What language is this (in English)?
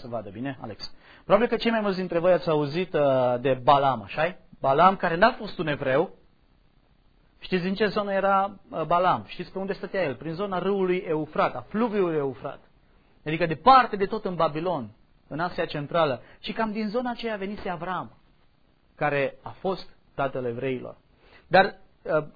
Romanian